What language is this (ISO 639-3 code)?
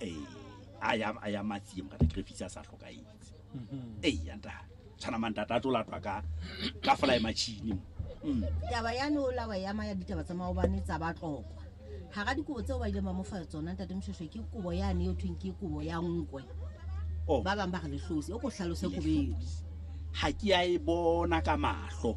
sot